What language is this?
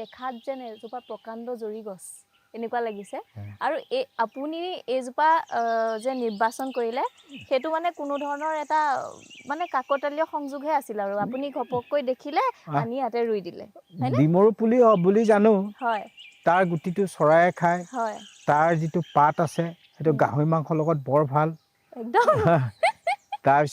Assamese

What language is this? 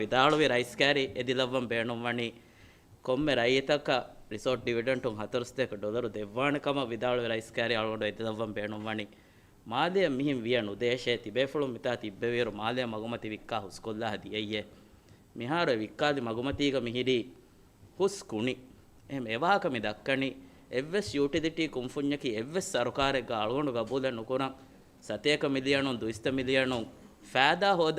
Divehi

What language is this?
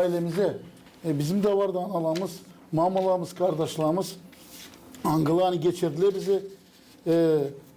Gagauz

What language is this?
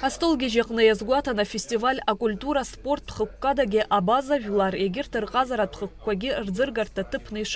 Abkhazian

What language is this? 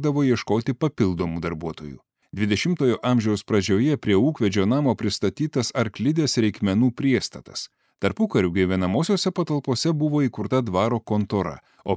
Lithuanian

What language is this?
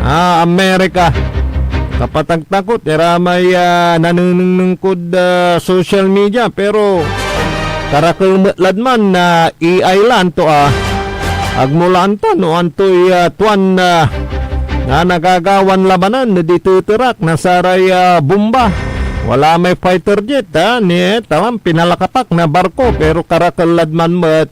Pangasinan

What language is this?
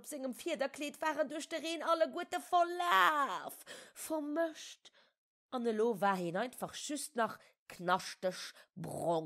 Luxembourgish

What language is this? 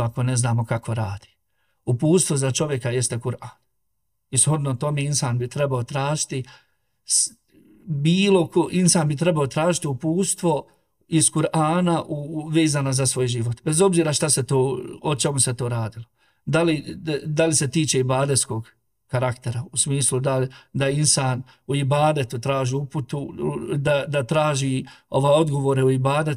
Bosnian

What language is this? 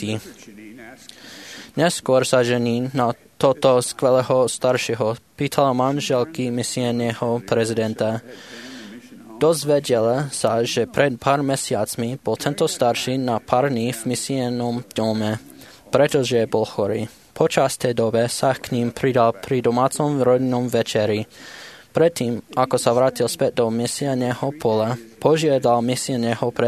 Slovak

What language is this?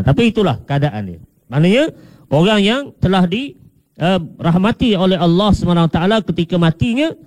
Malay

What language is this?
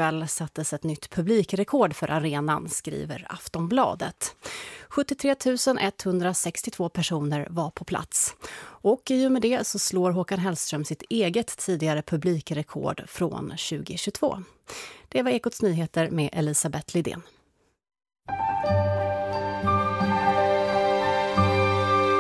Swedish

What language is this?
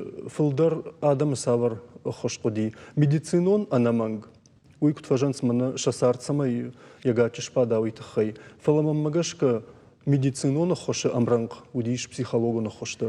Ossetic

